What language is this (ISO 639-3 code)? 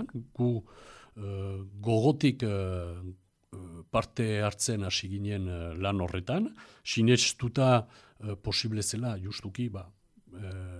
eus